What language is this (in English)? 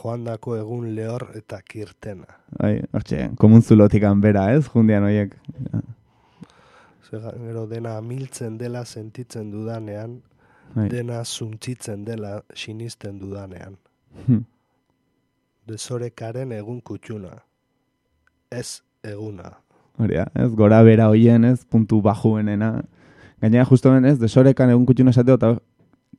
Basque